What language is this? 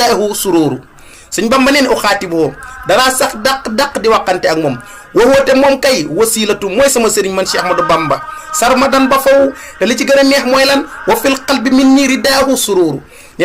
Wolof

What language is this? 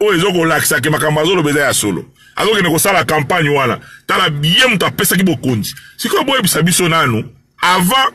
Lingala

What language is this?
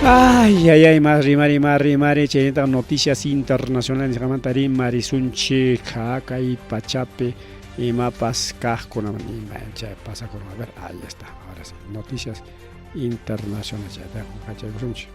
Ayacucho Quechua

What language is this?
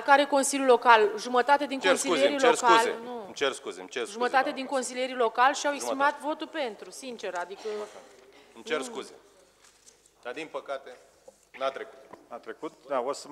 Romanian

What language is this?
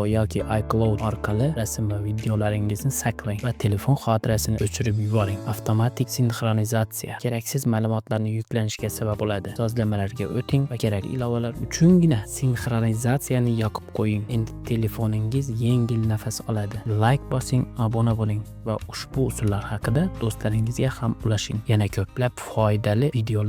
Uzbek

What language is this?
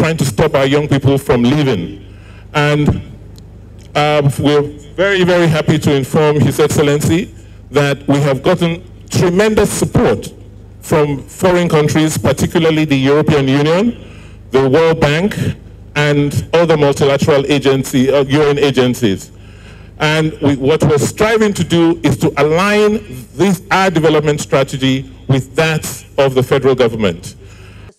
Nigerian Pidgin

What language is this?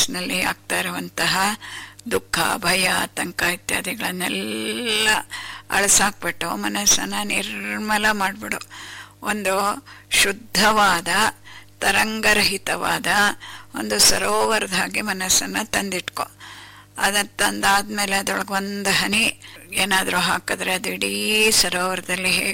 Kannada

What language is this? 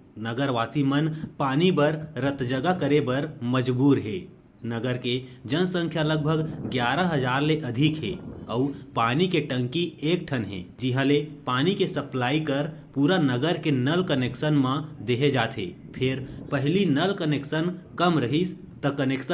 Chhattisgarhi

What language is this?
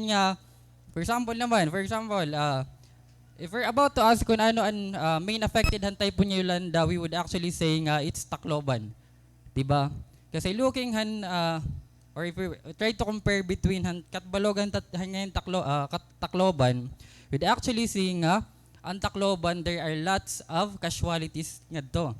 Waray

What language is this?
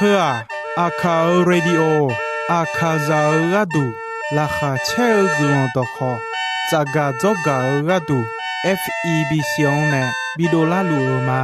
Akha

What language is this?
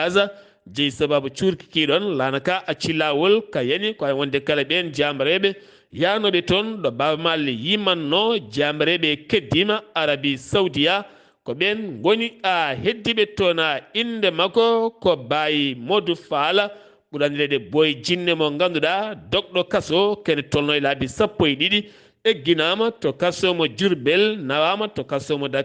Fula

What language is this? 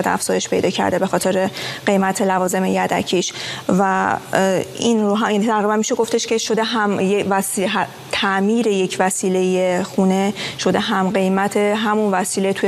Persian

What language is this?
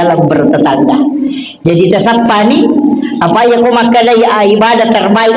Buginese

